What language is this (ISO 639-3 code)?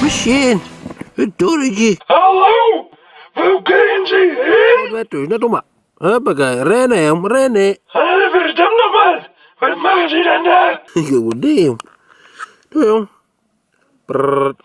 fry